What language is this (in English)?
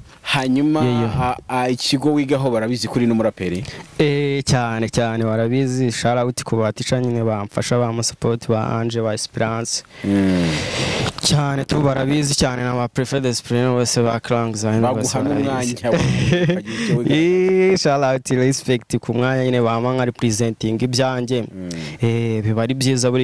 Kinyarwanda